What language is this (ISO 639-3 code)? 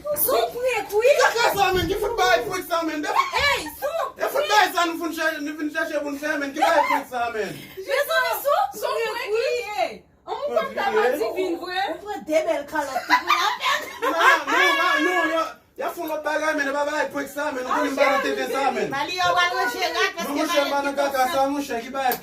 hat